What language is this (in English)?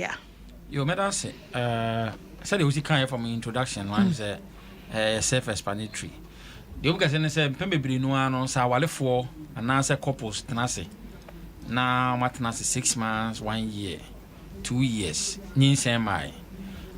Akan